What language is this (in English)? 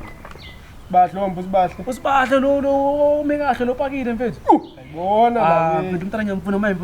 Zulu